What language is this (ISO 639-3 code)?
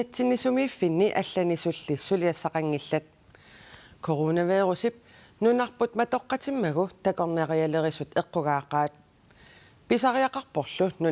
kal